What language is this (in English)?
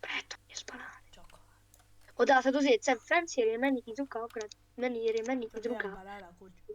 Bosnian